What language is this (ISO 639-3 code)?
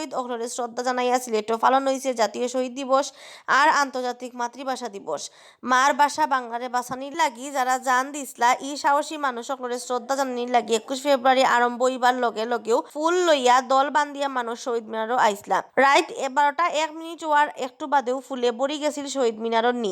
syl